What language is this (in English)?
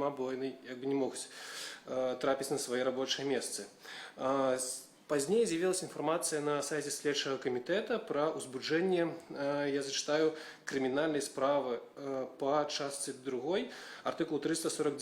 Belarusian